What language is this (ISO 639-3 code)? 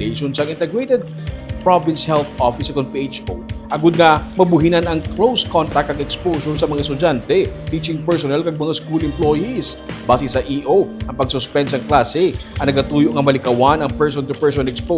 hil